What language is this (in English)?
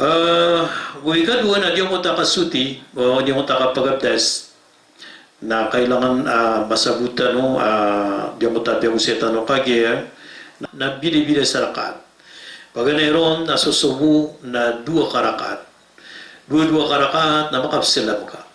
Maranao